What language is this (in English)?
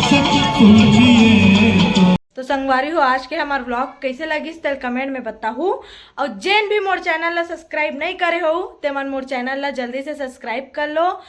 Chhattisgarhi